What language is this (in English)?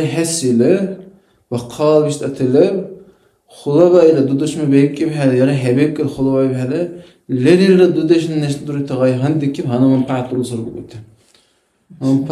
Dargwa